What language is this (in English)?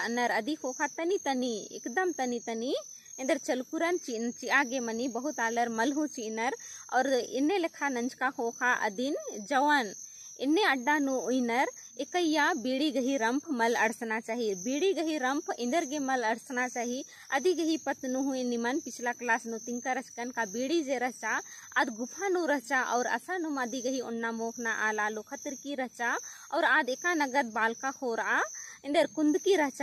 Kurukh